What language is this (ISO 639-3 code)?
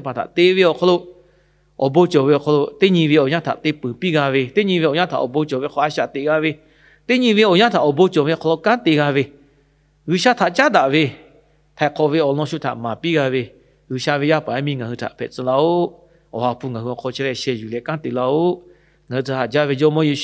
lhu